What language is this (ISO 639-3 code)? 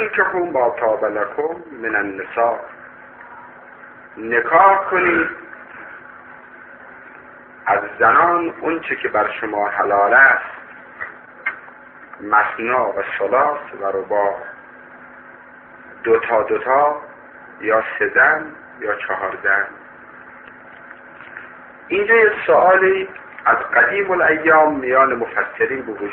fas